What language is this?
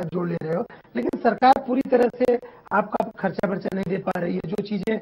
Hindi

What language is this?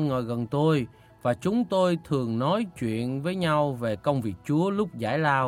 Vietnamese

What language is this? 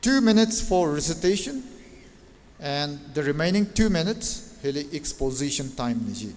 Tangkhul Naga (India)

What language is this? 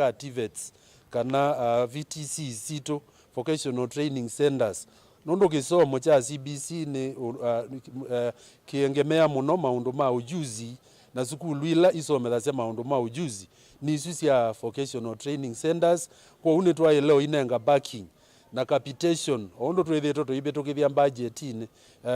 Kamba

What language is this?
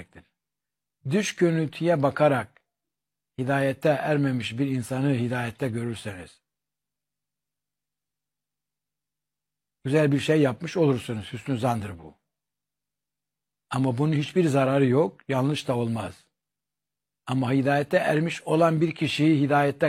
Turkish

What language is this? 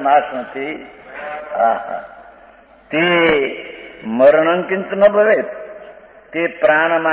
Gujarati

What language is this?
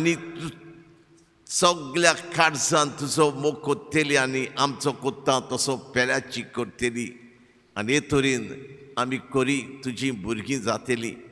Konkani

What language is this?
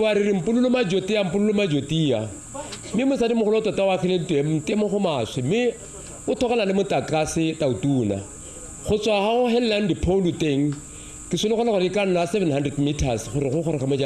Tswana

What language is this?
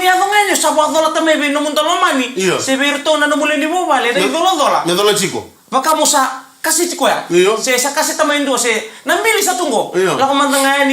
Fijian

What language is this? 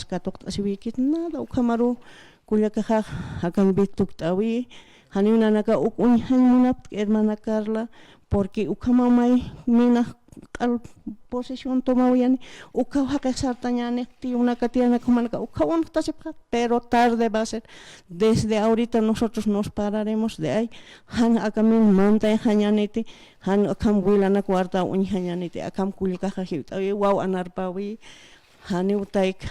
Aymara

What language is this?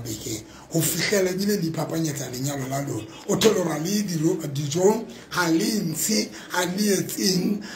Tswana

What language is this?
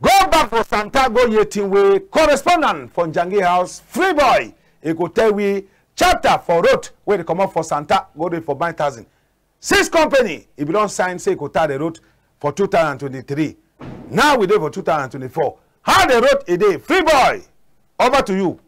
Cameroon Pidgin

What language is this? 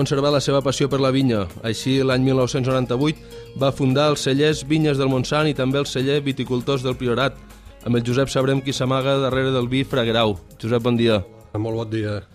Catalan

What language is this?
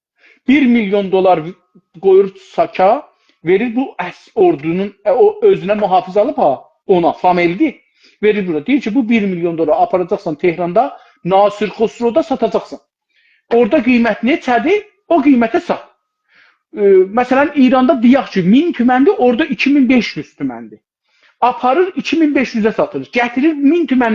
South Azerbaijani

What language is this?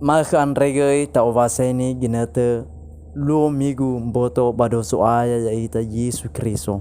Nias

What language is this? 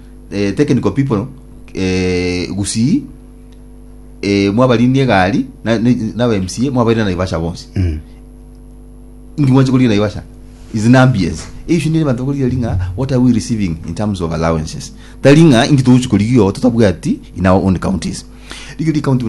Gusii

